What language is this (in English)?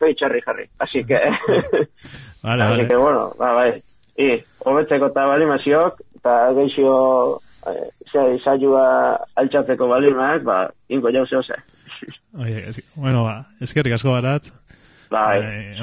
Basque